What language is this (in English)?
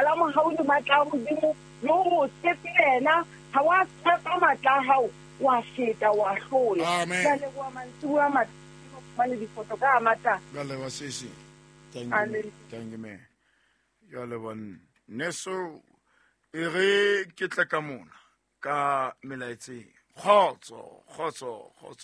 Southern Sotho